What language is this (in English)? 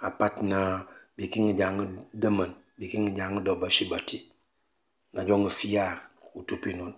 Mankanya